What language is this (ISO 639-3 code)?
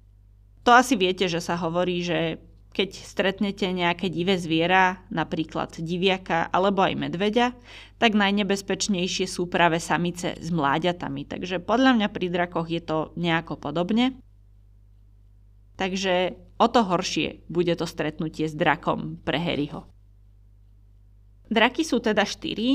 slk